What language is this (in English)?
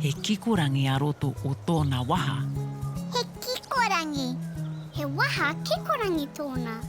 Māori